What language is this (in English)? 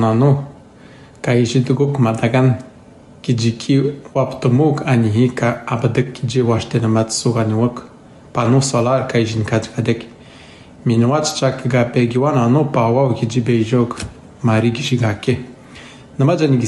Atikamekw